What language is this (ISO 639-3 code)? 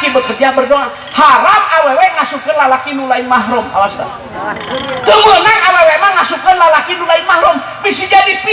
sun